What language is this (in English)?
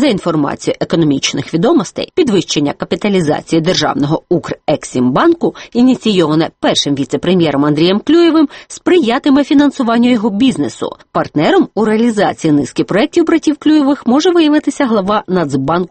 Ukrainian